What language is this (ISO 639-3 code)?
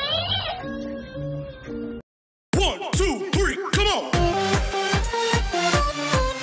hin